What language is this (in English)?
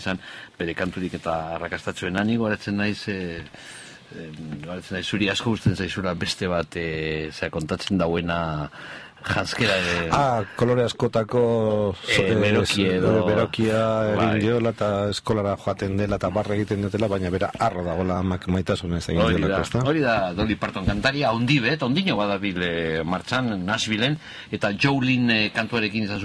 Basque